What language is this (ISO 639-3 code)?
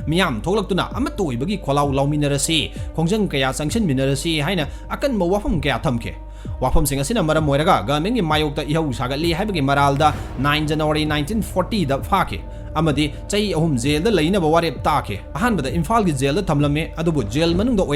mni